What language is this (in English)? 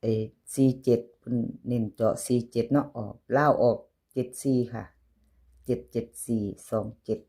Northeastern Thai